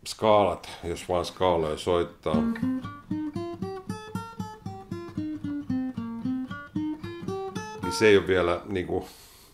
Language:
Finnish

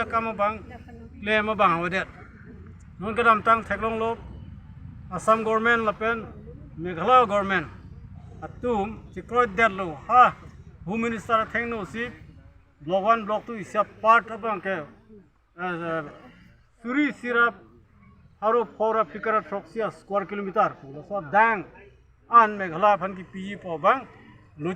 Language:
Karbi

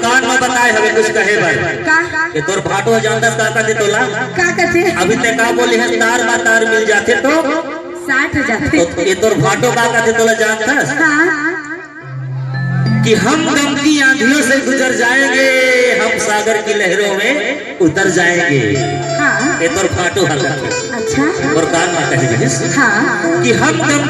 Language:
Chhattisgarhi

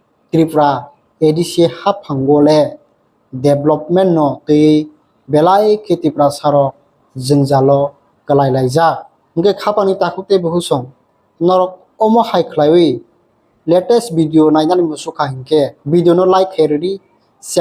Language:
Kok Borok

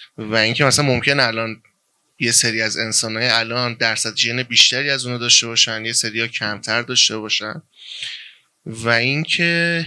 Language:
Persian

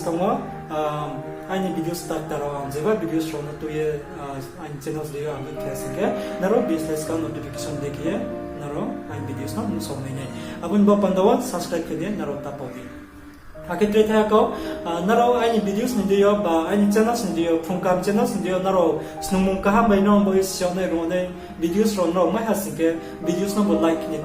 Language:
Riang (India)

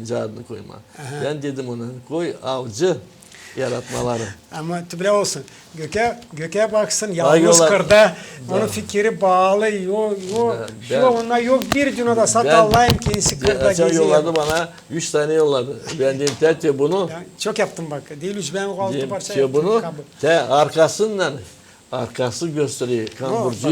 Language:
Gagauz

